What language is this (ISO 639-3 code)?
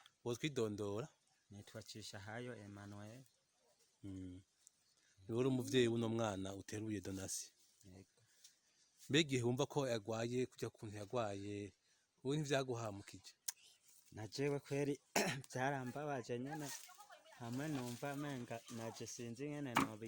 run